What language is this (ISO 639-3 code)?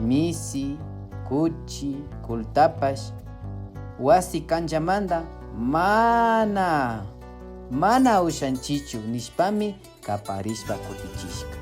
qvi